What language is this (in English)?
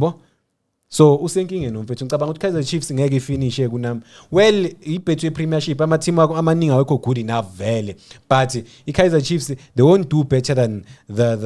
Zulu